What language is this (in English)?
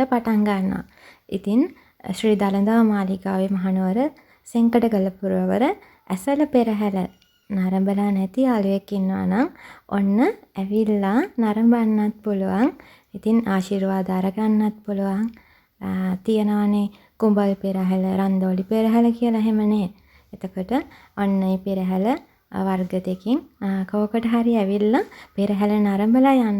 Sinhala